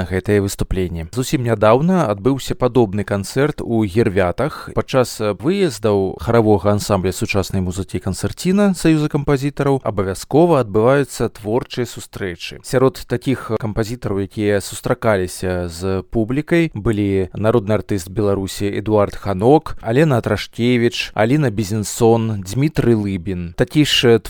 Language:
Belarusian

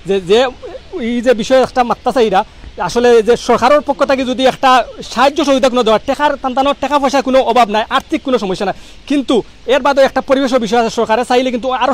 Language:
Sylheti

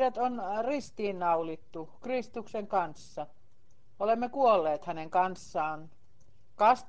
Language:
Finnish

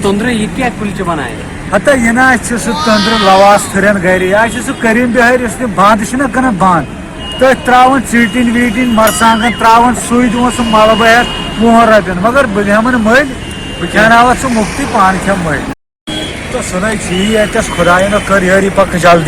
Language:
Kashmiri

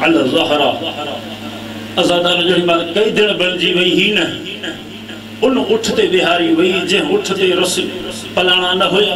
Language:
Saraiki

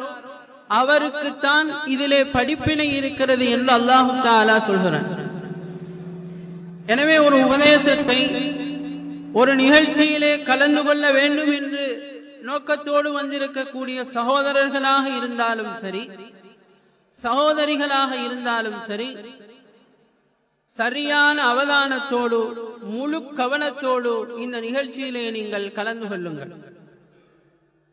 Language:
Tamil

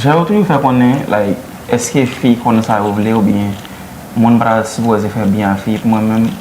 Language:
Haitian Creole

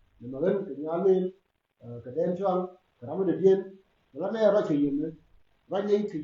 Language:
Nuer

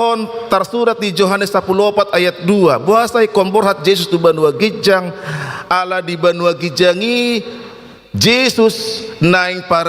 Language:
Batak Toba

